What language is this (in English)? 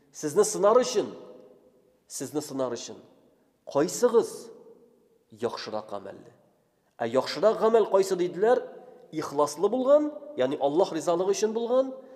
Tatar